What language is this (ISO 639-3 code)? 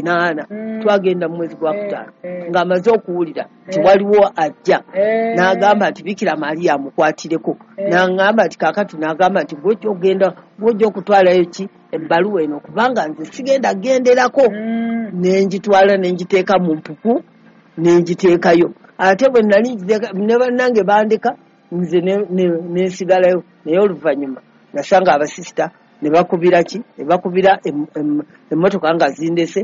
lug